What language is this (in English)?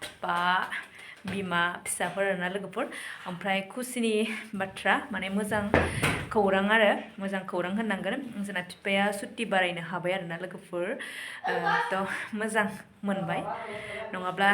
Bodo